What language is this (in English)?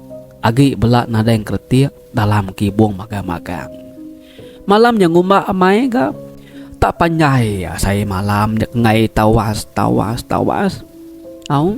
Iban